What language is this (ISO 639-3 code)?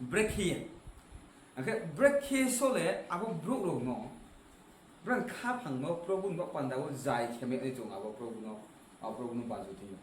ria